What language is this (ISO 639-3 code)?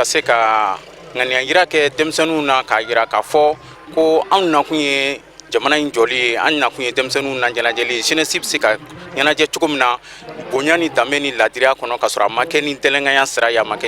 bam